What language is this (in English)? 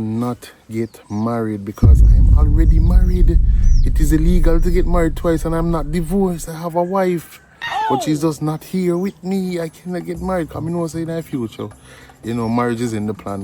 Jamaican Creole English